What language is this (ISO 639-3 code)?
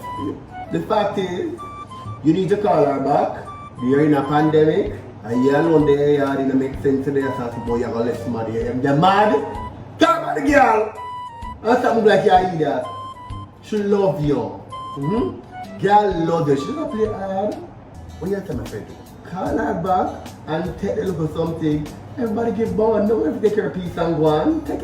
jam